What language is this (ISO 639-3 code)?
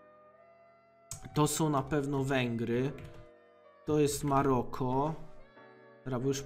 pol